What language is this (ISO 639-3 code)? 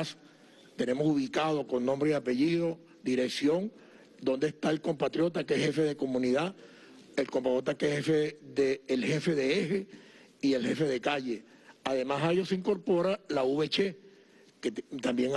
spa